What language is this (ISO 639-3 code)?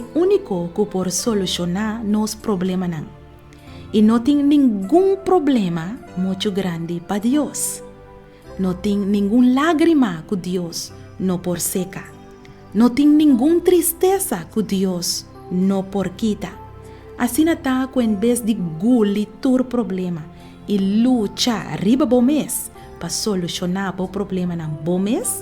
pap